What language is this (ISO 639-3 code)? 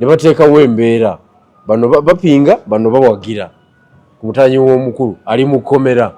lug